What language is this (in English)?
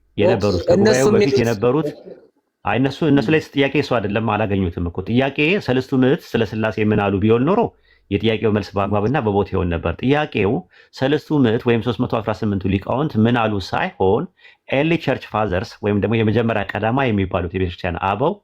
Amharic